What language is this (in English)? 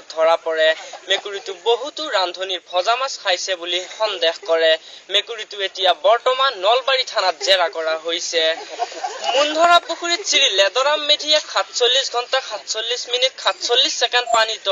Assamese